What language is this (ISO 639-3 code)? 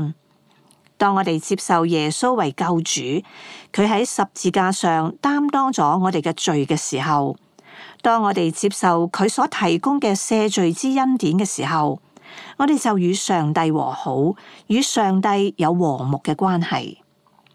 yue